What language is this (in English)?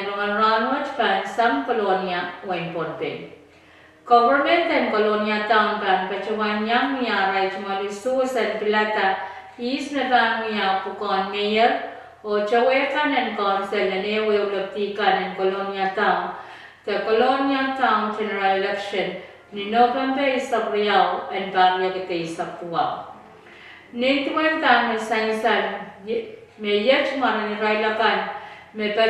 Pohnpeian